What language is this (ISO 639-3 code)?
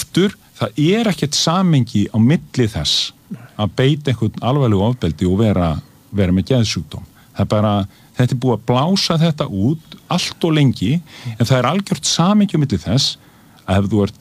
isl